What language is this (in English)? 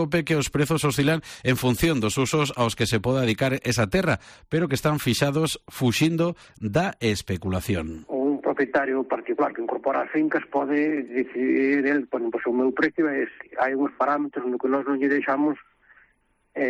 Galician